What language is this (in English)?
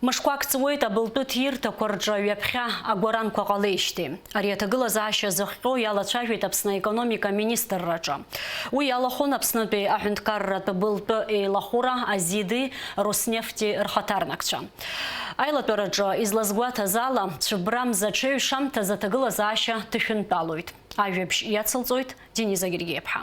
Abkhazian